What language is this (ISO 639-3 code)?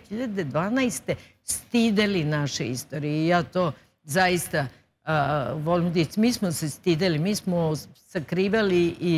srp